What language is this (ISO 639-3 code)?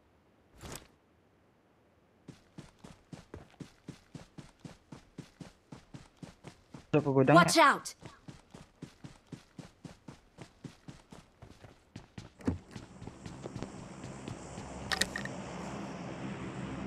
msa